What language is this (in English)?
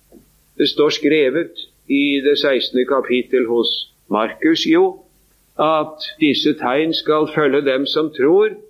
Norwegian